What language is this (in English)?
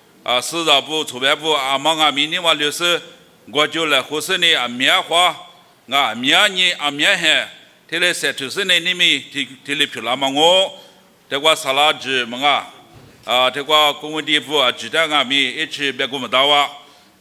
Lisu